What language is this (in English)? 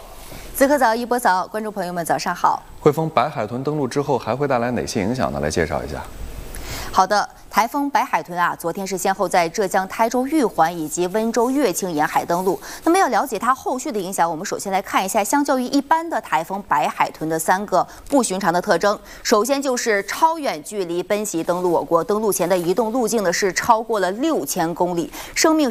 Chinese